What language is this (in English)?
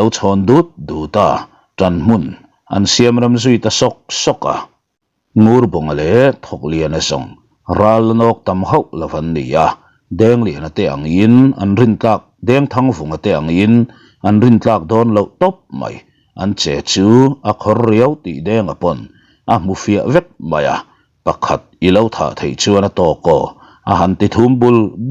Mizo